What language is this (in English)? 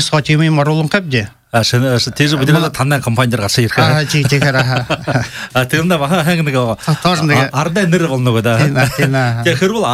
Buriat